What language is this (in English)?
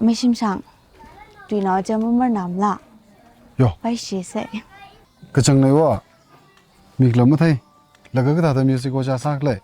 Tangkhul Naga (India)